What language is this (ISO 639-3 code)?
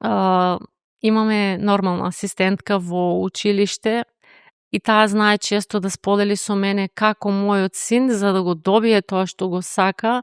mkd